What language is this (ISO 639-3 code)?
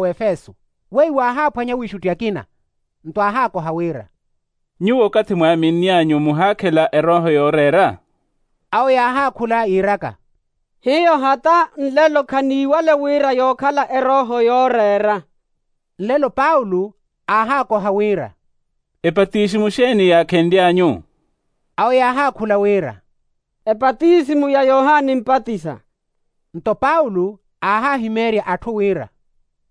vmw